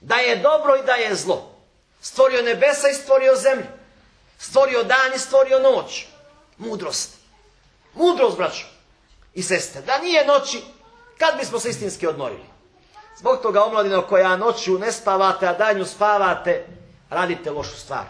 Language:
Bosnian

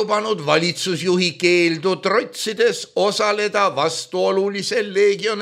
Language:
Estonian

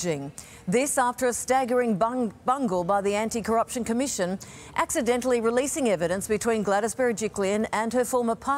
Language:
English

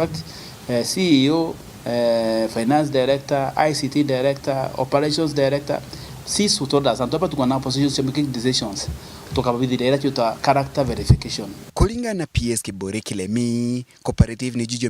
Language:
Meru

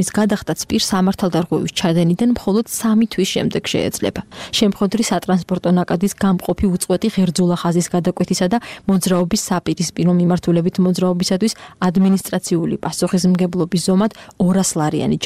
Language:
Georgian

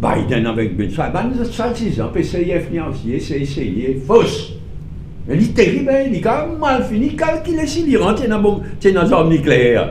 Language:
Morisyen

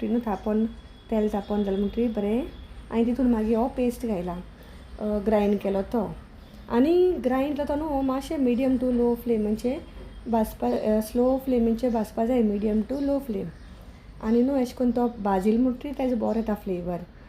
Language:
Konkani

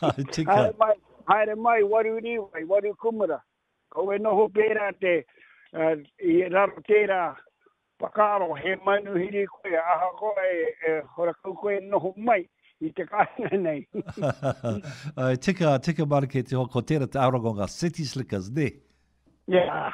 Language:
Māori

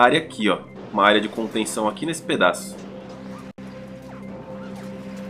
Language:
Portuguese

